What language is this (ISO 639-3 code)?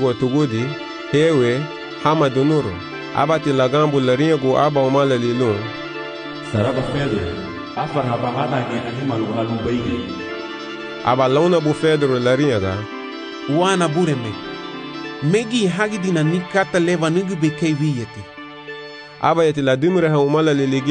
cab